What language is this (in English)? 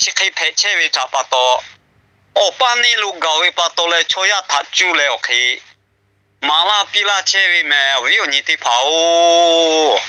Lahu